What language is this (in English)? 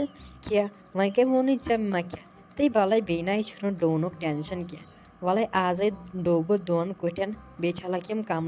Kashmiri